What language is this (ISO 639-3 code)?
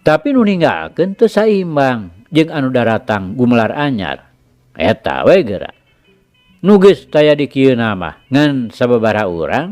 sun